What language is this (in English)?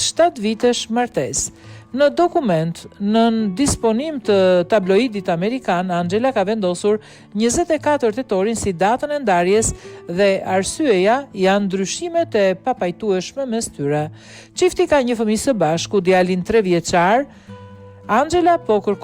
Albanian